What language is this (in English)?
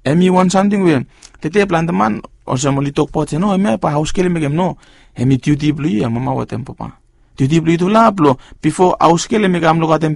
Bislama